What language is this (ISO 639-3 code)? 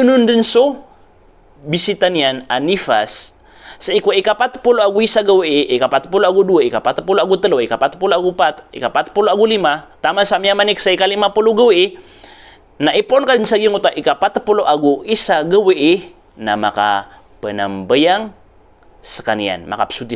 mrw